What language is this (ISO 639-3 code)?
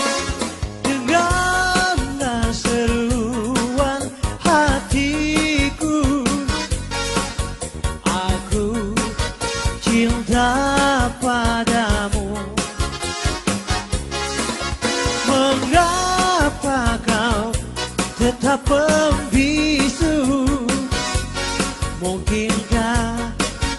ind